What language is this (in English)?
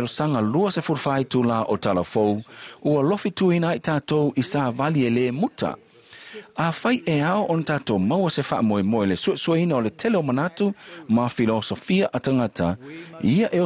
Samoan